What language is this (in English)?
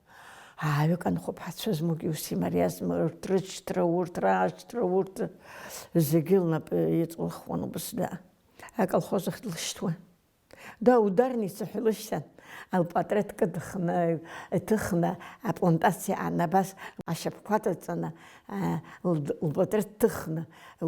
Abkhazian